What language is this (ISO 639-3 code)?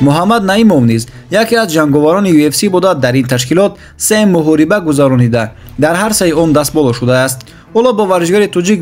tgk